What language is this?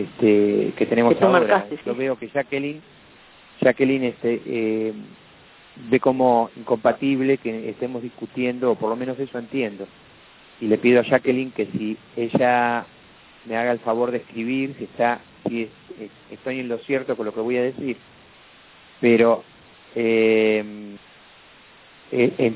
Spanish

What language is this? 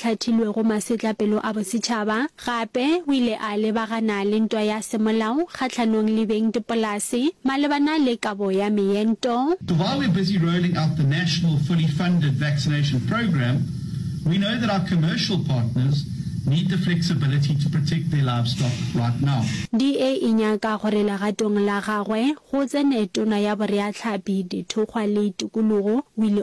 Northern Sotho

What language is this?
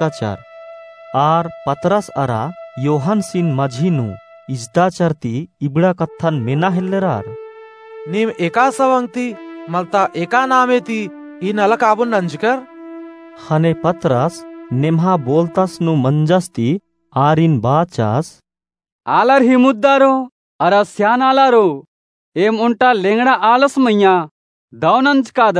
Kurukh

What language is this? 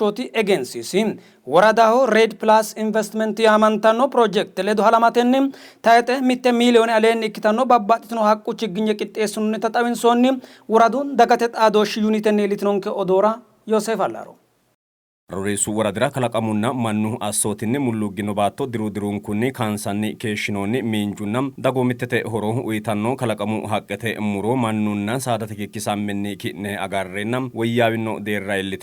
Sidamo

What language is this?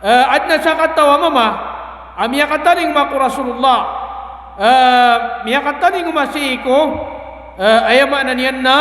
Maranao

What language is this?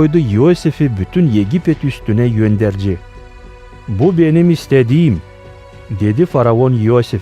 Gagauz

